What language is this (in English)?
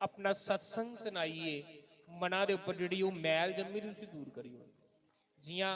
Dogri